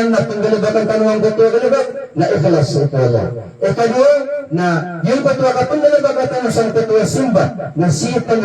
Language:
Maranao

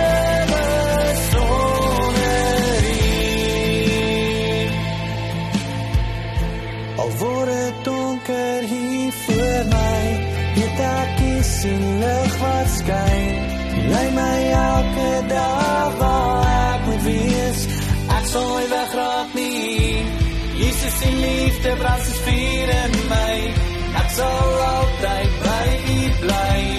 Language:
Afrikaans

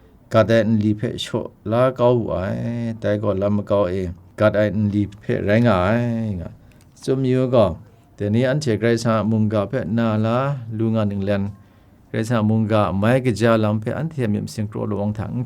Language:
Kachin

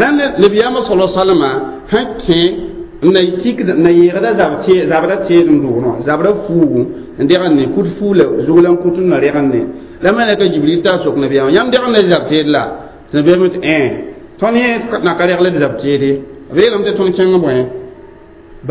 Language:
Mossi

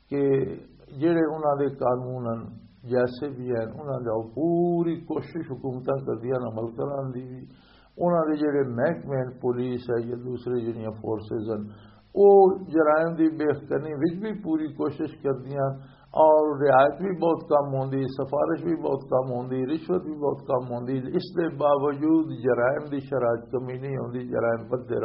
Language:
Western Panjabi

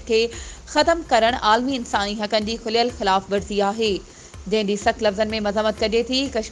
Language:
Sindhi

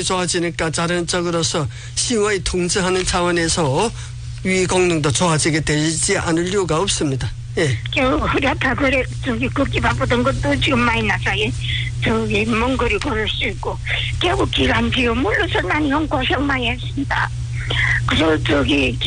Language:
Korean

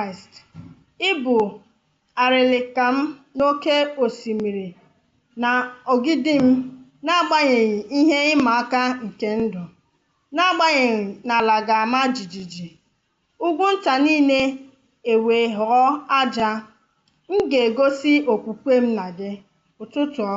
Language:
Igbo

